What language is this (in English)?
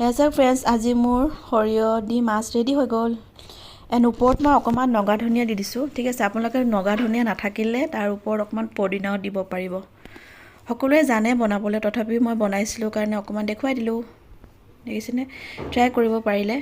Assamese